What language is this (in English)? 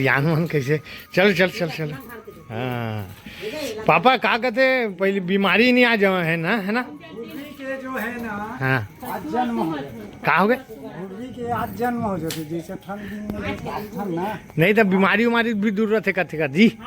Chhattisgarhi